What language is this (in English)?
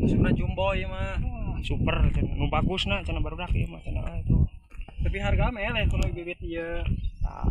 Sundanese